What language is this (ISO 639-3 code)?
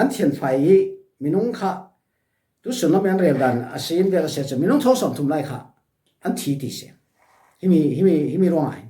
cfm